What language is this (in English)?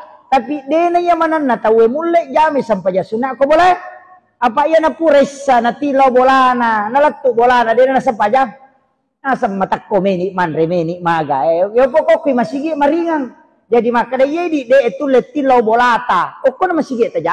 Buginese